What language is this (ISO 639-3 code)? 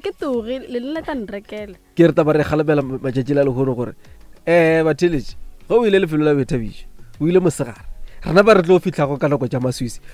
nso